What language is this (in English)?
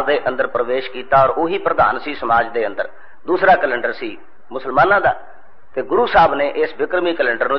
Punjabi